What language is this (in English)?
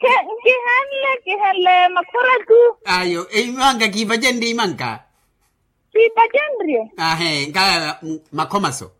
Makhuwa